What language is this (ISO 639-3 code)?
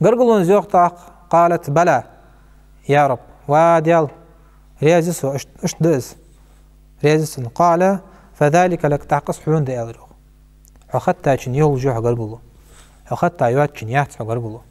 inh